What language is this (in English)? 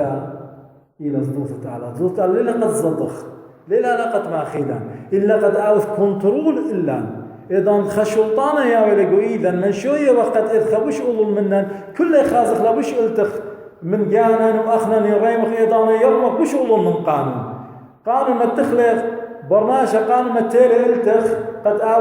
Assyrian Neo-Aramaic